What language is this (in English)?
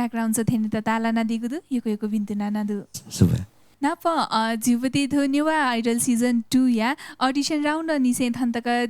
Newari